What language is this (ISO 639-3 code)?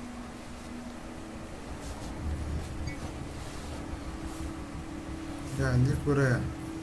tur